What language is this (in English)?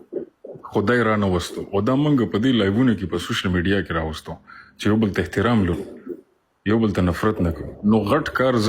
Pashto